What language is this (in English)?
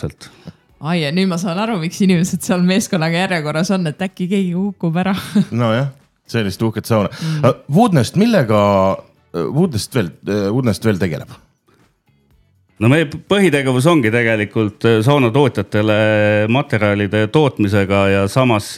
Estonian